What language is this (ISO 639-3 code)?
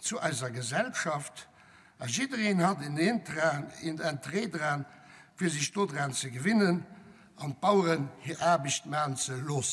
ltz